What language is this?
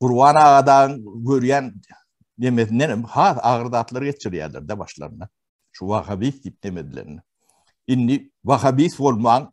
Turkmen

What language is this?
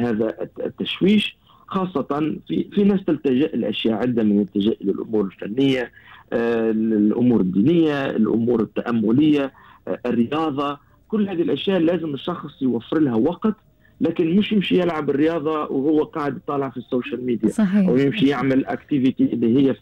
Gulf Arabic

